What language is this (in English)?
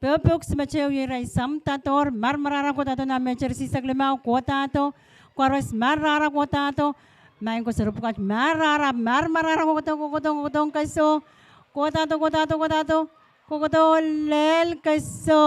Pohnpeian